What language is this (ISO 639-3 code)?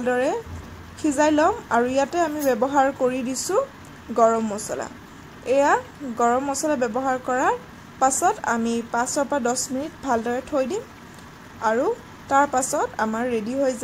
asm